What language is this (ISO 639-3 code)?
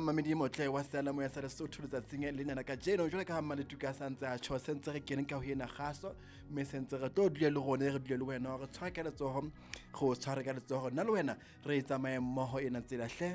sot